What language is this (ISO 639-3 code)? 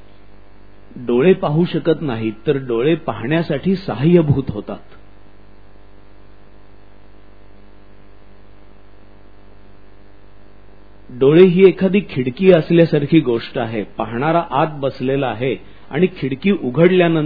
mar